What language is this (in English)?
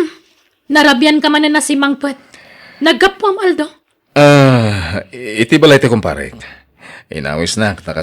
Iloko